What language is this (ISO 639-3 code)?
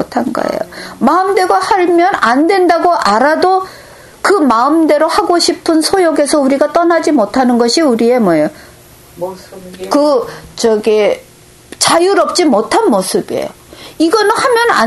kor